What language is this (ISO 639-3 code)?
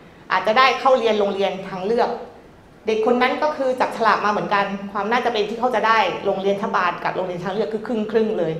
tha